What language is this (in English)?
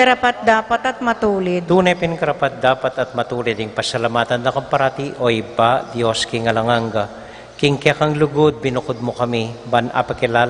Pampanga